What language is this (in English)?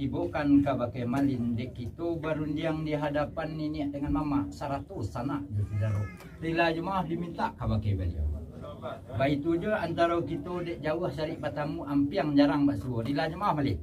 Minangkabau